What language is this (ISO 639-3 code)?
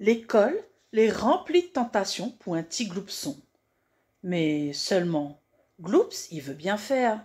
rcf